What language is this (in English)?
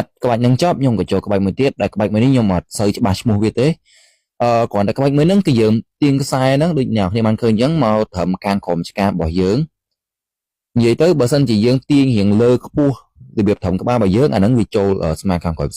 Khmer